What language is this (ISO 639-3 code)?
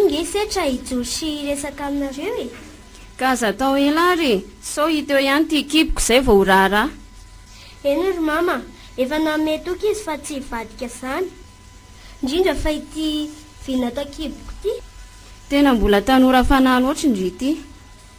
mlg